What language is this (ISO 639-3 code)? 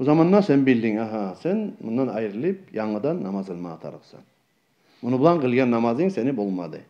kum